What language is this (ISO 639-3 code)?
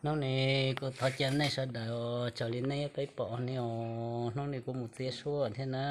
hmn